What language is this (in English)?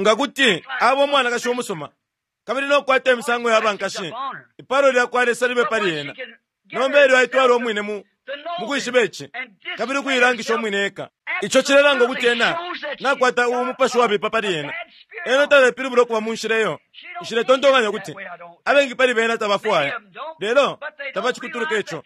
Bemba